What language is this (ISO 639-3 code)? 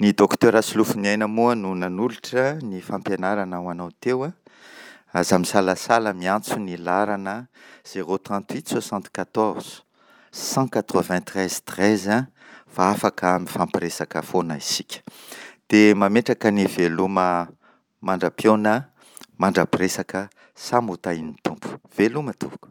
mlg